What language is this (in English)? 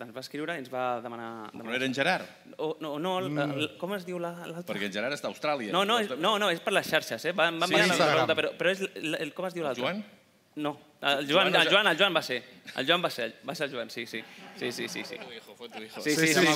Catalan